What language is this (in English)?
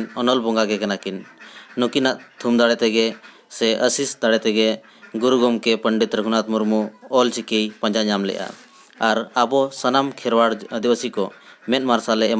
Santali